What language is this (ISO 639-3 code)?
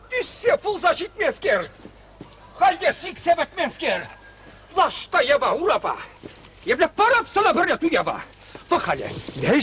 chv